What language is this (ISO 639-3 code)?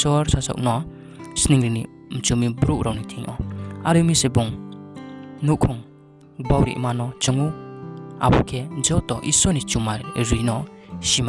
ria